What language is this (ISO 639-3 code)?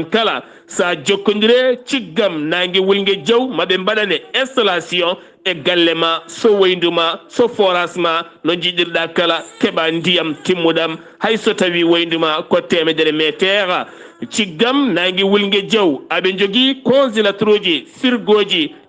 ful